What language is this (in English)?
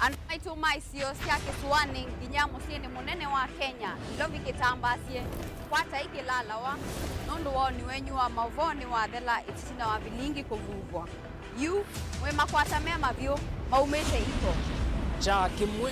Kamba